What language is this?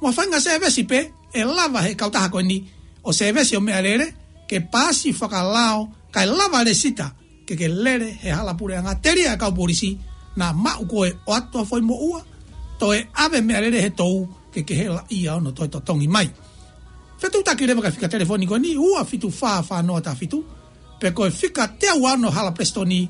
Tongan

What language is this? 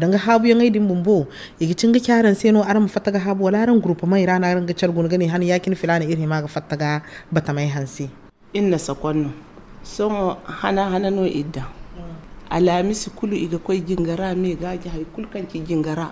Zarma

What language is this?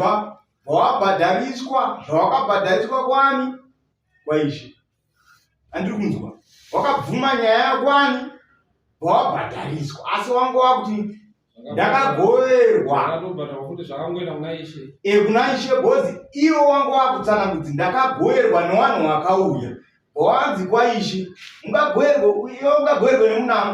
Shona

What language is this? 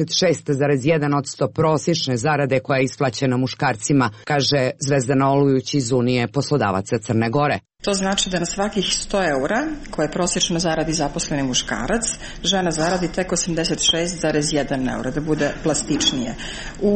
Serbian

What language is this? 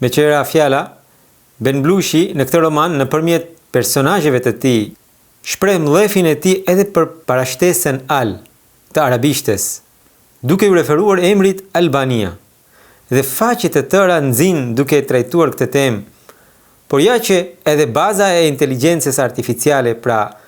Albanian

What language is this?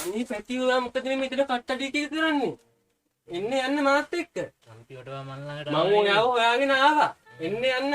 Sinhala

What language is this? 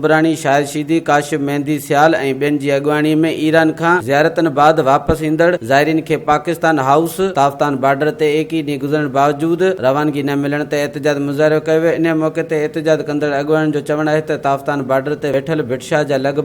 Sindhi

